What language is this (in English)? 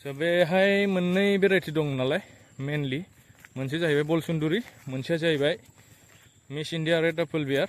Bodo